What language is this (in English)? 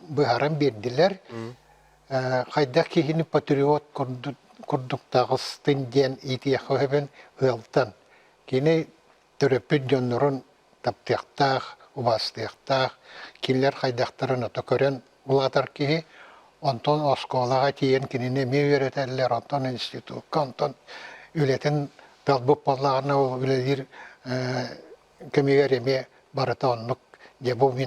Yakut